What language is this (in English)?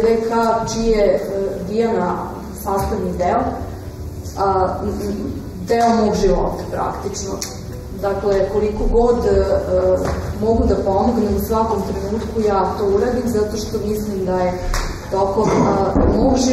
Serbian